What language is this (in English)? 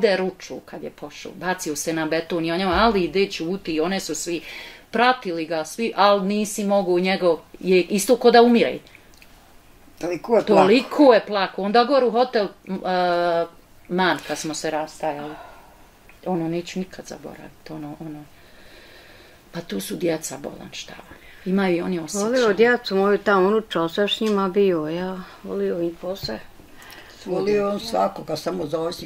Bosnian